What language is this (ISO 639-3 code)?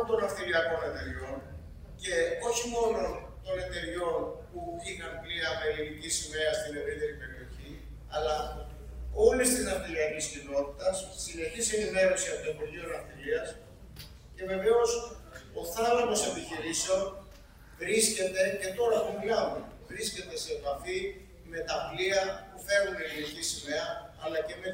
ell